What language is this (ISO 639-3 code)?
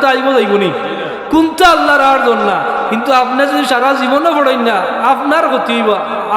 syl